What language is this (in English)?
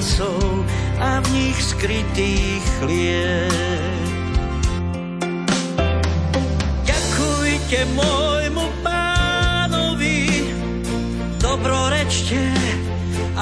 Slovak